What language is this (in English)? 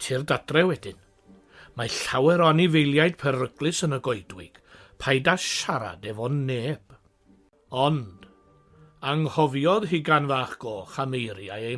Welsh